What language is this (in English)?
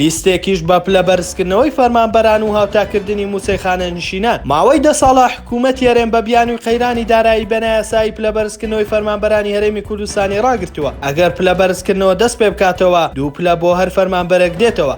Central Kurdish